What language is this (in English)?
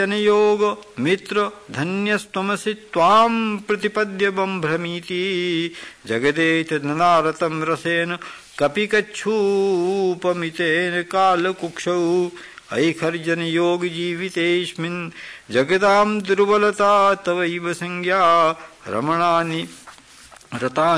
Sanskrit